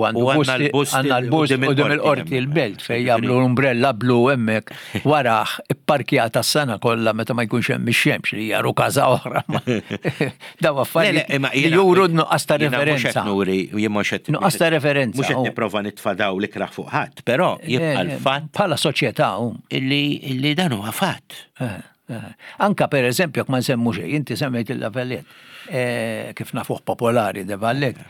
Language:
Maltese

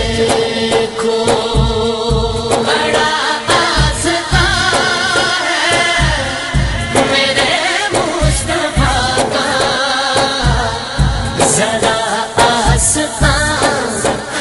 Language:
Urdu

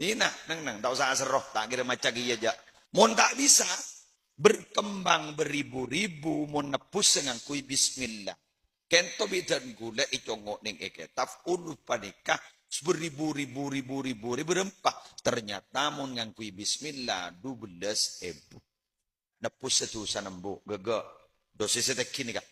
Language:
Madurese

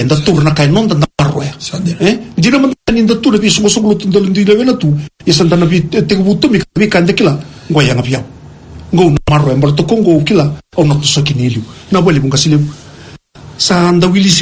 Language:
Fijian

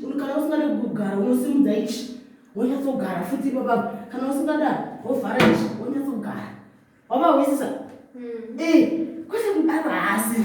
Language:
Shona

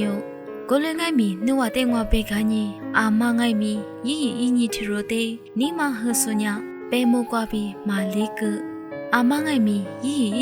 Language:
Lisu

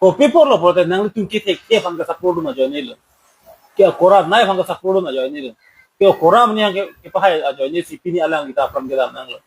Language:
Karbi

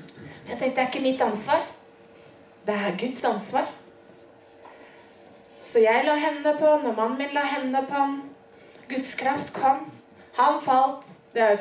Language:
Norwegian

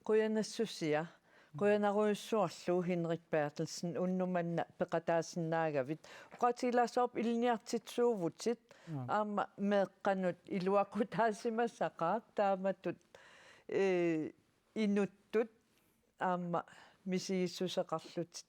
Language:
Kalaallisut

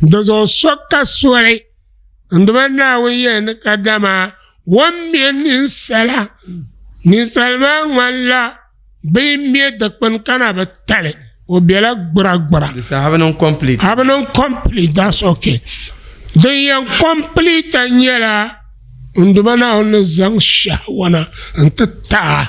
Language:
Dagbani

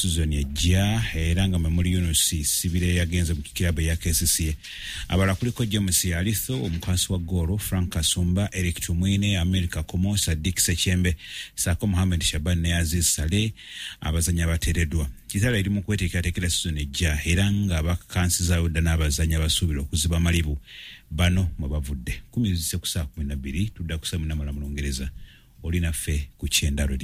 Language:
Ganda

